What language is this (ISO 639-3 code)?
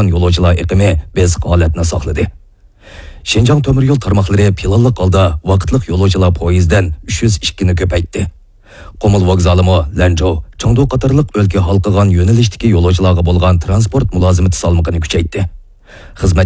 uig